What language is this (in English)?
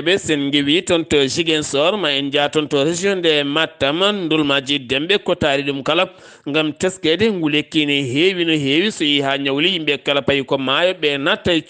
Fula